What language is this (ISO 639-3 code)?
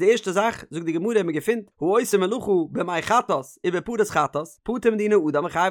yid